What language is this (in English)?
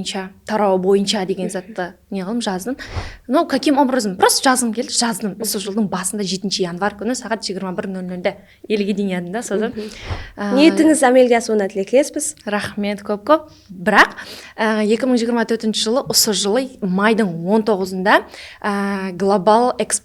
Kara-Kalpak